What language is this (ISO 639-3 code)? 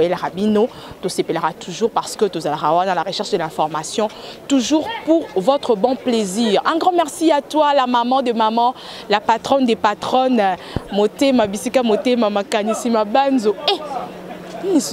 lin